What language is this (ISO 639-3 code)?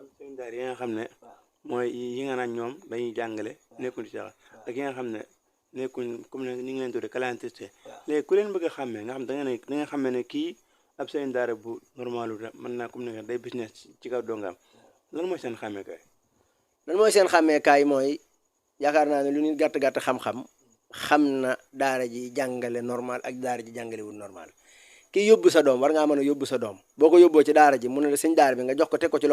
wol